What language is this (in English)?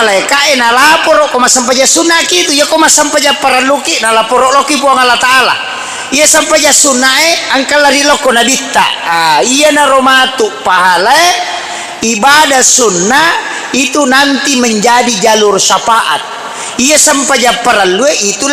Buginese